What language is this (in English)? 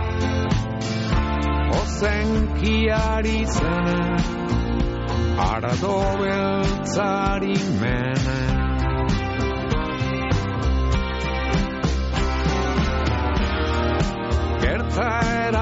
Basque